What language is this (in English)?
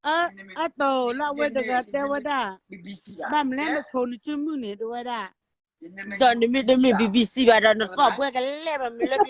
S'gaw Karen